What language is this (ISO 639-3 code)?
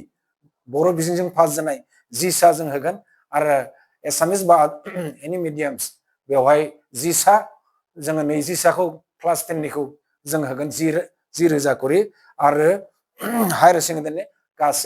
brx